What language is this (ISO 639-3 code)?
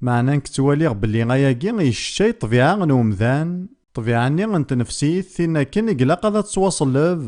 kab